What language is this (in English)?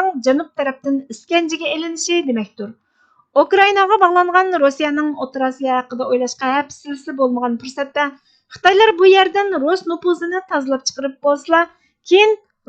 Uyghur